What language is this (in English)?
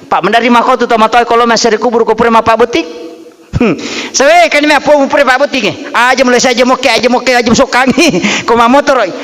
Buginese